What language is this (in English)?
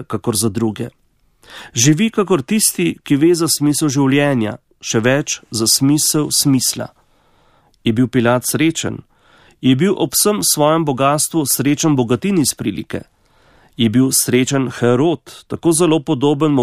Slovenian